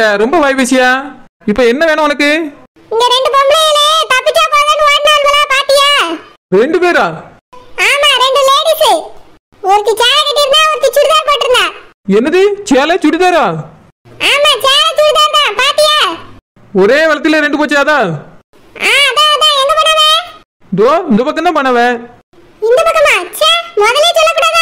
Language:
Tamil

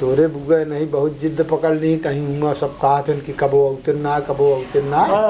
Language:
Awadhi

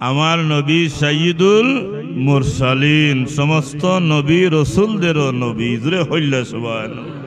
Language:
Sylheti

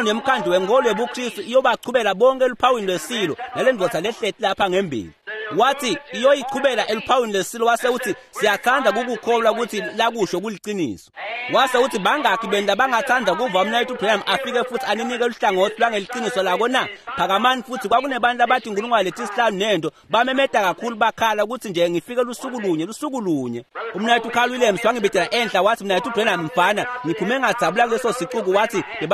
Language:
Swati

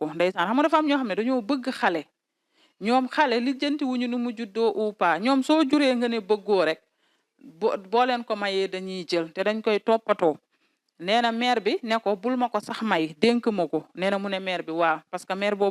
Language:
Wolof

